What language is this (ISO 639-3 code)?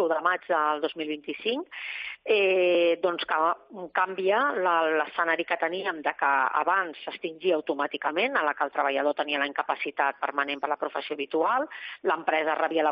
cat